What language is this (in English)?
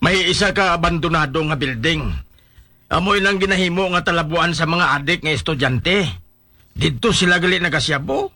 Hiligaynon